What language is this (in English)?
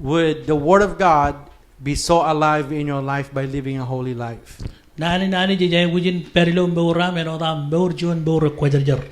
Marshallese